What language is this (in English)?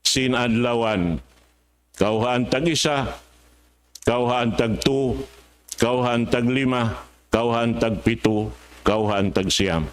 Tausug